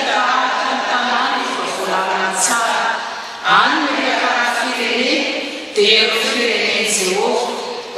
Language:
Malagasy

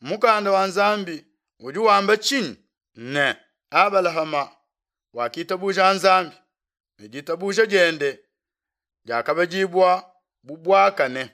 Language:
Luba-Lulua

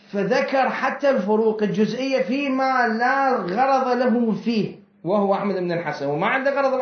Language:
Mesopotamian Arabic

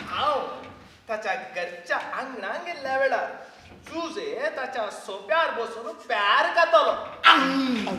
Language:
Konkani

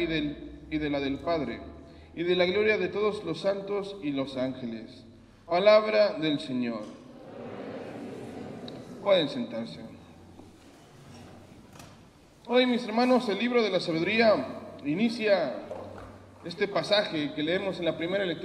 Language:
Spanish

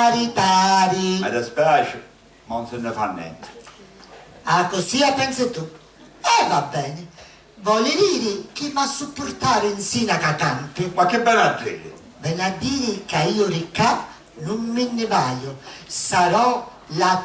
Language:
Sicilian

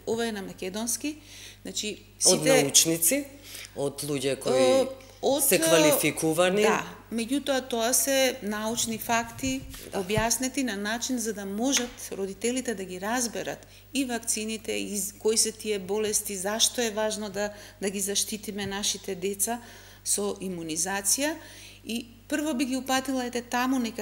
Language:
Macedonian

